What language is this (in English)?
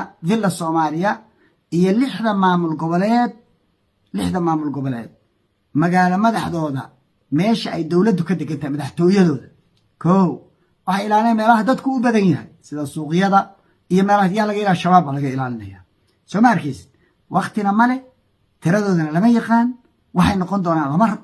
Somali